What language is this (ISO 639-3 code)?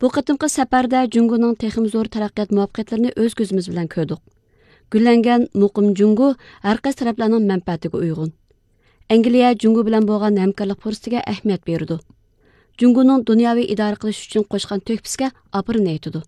uig